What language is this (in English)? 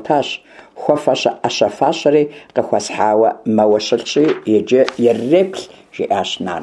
Kabardian